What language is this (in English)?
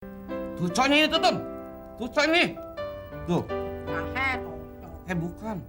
Betawi